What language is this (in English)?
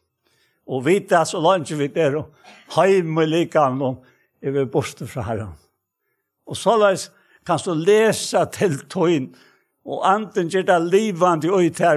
Faroese